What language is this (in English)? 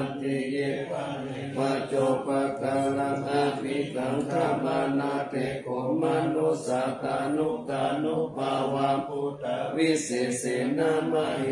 Pali